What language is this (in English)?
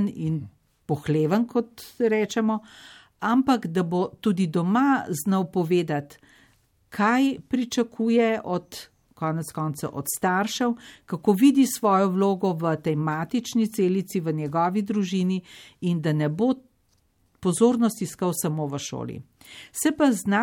Slovenian